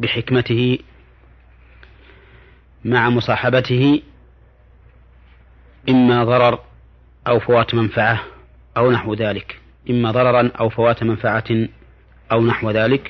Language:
Arabic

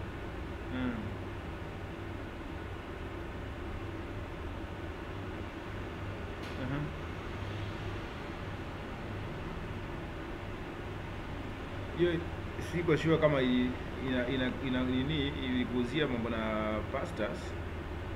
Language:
Swahili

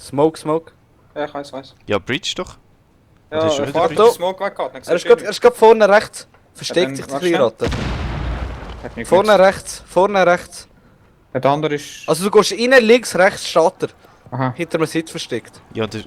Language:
Swiss German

